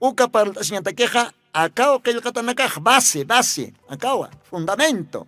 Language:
Aymara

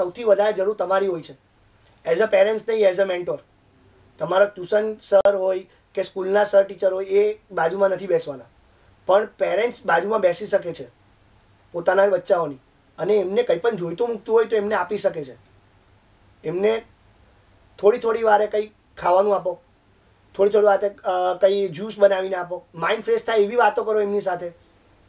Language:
Gujarati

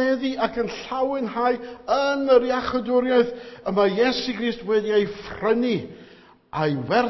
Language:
Welsh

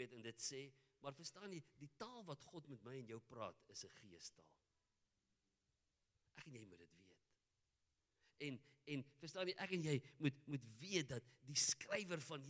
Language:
Afrikaans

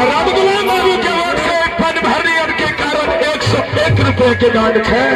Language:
Maithili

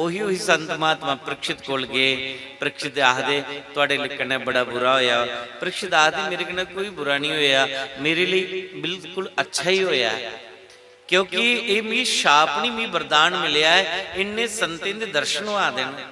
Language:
Dogri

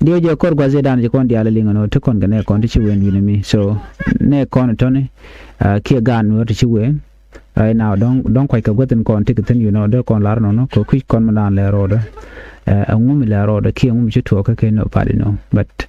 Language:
Nuer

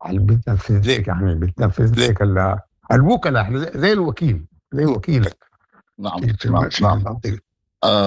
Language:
Sudanese Arabic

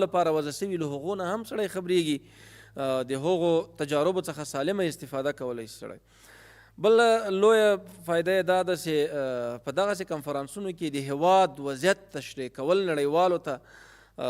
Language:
Pashto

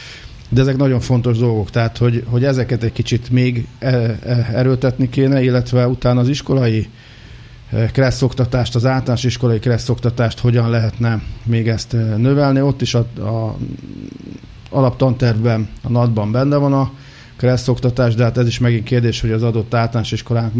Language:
Hungarian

